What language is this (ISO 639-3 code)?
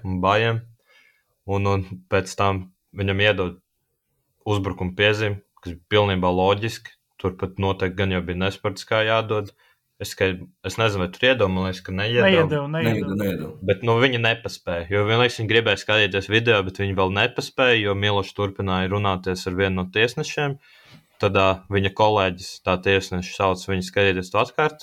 lav